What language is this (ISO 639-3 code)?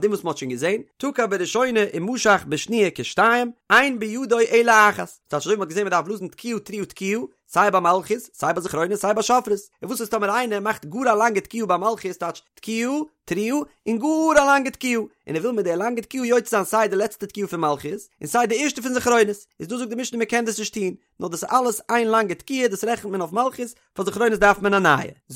yid